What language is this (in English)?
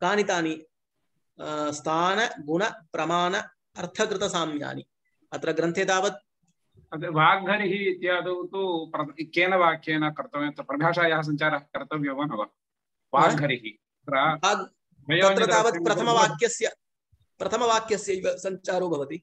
Sanskrit